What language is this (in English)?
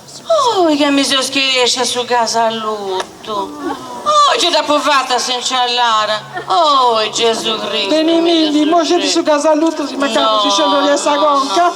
Sardinian